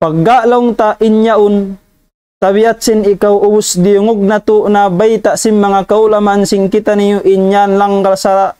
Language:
Tausug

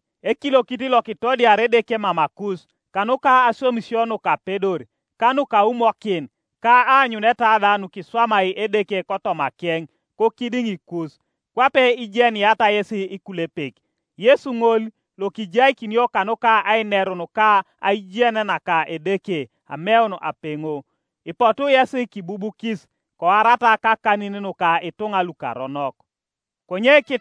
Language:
Teso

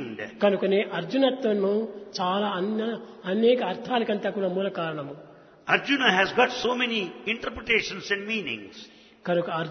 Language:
Telugu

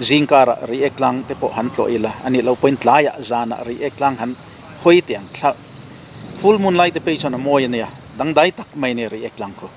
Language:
Mizo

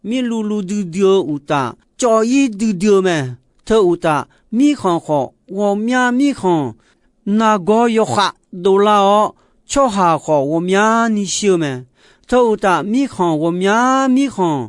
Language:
Akha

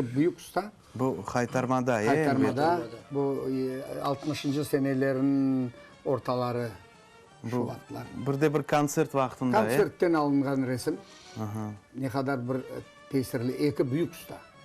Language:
Crimean Tatar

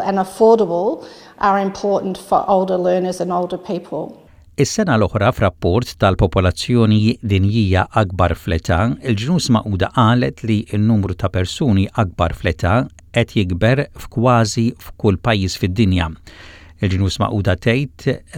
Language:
Maltese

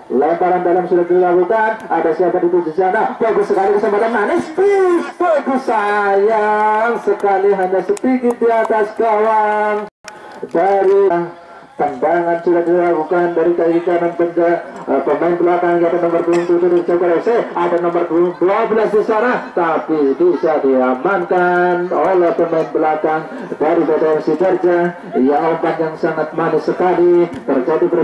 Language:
Indonesian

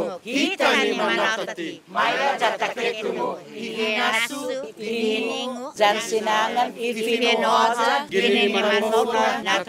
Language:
Chamorro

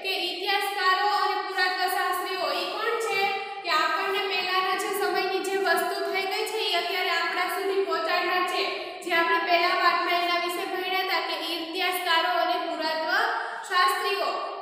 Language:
Gujarati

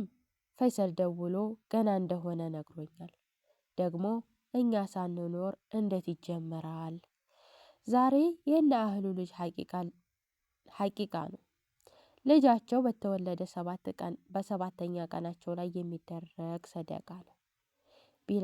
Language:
Amharic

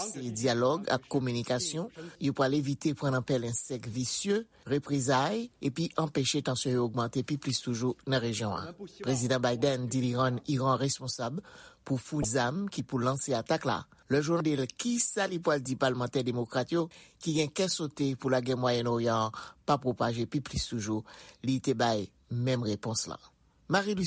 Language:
Haitian Creole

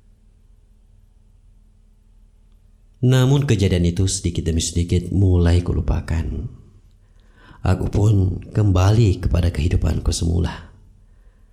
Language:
Indonesian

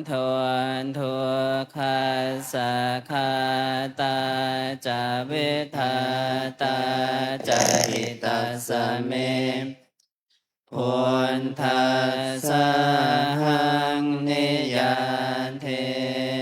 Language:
Pali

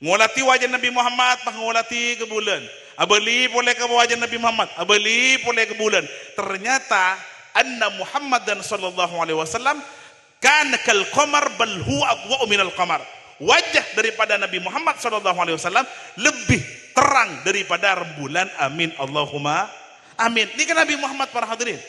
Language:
Madurese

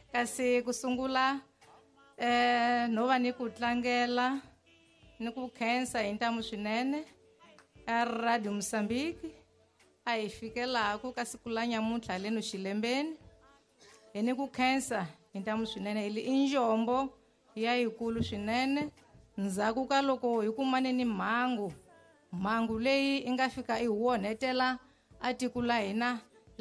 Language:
Tsonga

